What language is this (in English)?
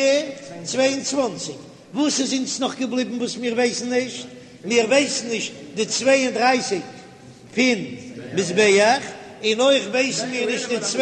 Yiddish